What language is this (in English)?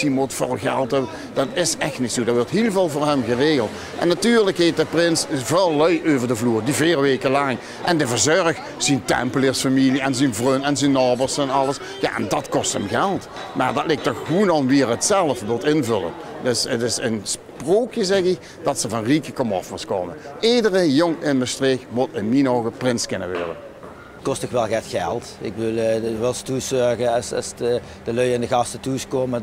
Limburgish